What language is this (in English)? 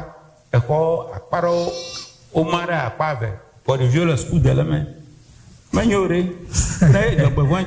Ewe